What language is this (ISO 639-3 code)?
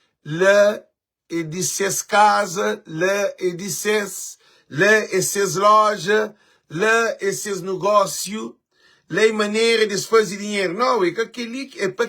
kea